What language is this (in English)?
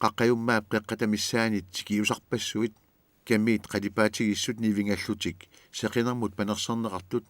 Kalaallisut